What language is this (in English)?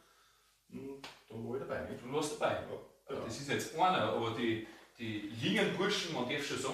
Bavarian